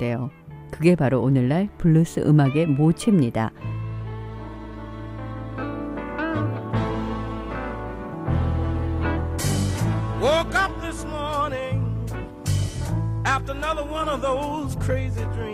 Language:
Korean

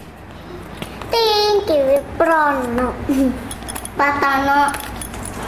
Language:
Indonesian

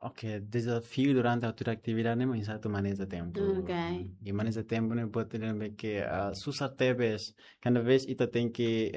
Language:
Tetum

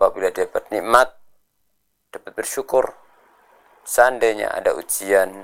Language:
Indonesian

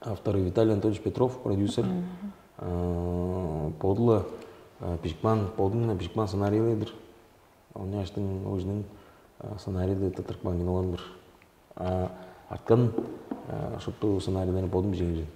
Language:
Tuvinian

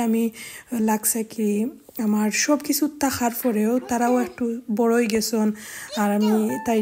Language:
Sylheti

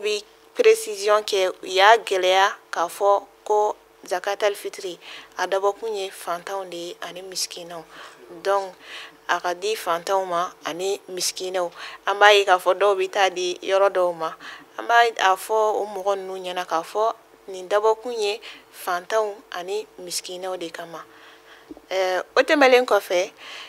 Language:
Bambara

